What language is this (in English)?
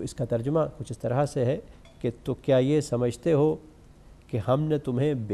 Urdu